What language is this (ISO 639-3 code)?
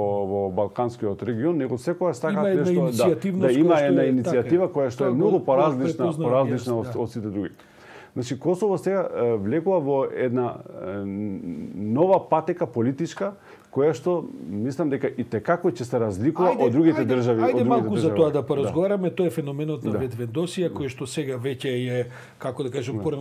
mkd